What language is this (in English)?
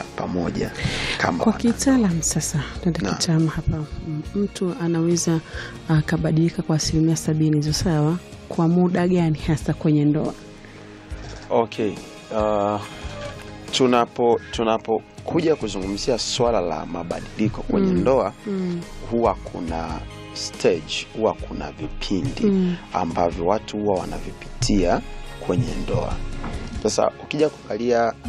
Swahili